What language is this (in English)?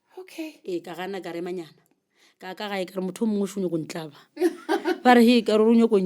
Northern Sotho